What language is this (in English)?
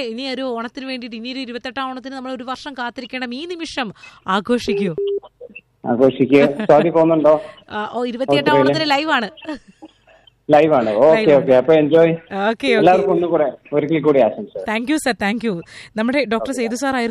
Malayalam